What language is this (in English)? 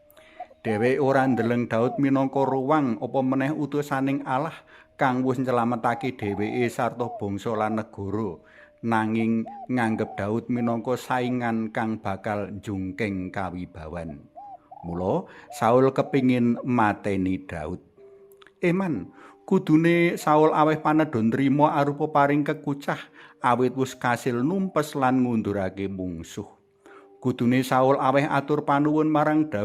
Javanese